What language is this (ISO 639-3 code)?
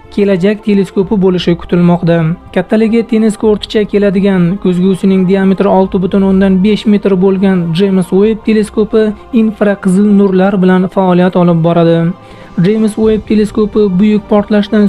uzb